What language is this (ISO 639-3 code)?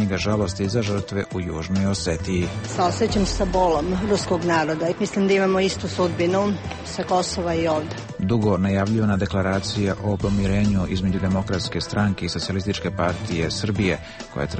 srp